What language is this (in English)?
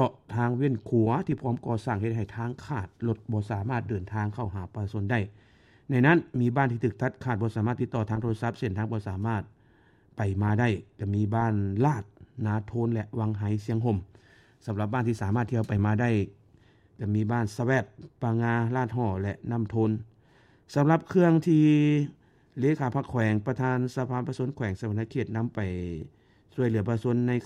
Lao